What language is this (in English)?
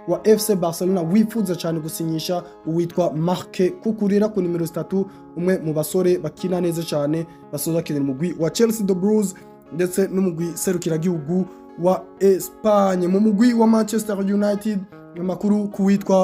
Rundi